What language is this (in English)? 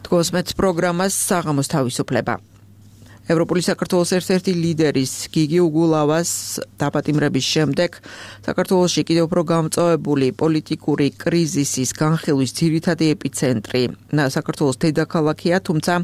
Georgian